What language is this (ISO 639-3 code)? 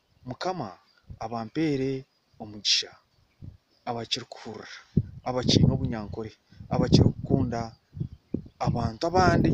nyn